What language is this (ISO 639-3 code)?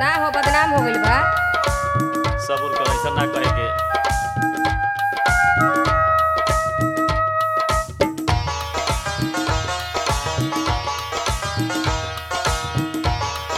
bho